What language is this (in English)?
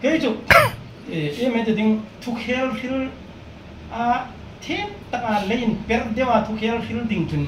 Hmar